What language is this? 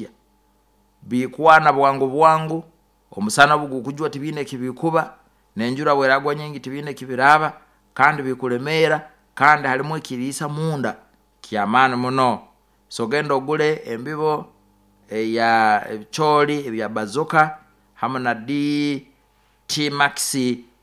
Nyoro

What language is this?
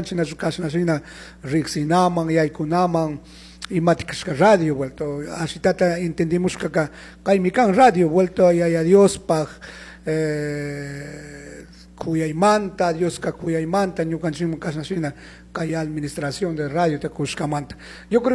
Chimborazo Highland Quichua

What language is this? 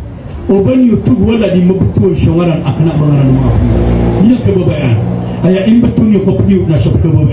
Maranao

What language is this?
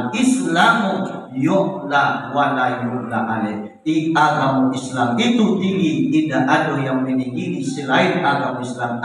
Minangkabau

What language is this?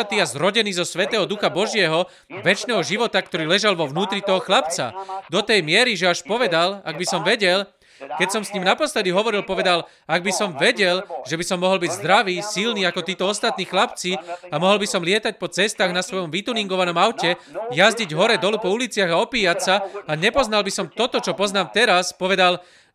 Slovak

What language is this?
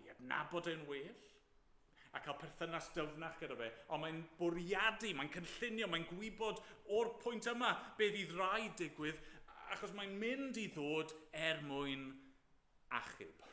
Welsh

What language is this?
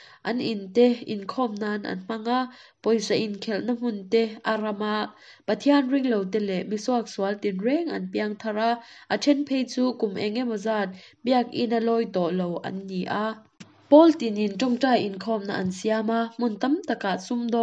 Mizo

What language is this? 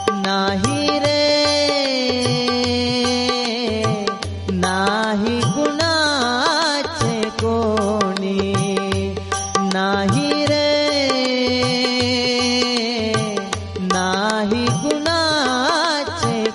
Marathi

